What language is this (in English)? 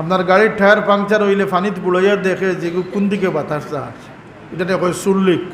Sylheti